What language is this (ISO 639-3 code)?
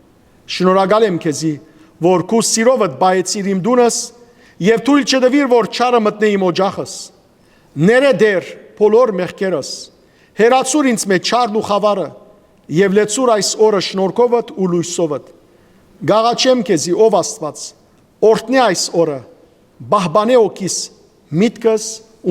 hyw